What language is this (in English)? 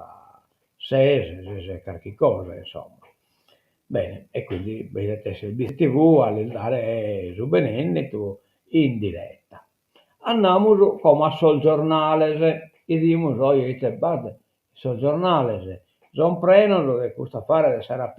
Sardinian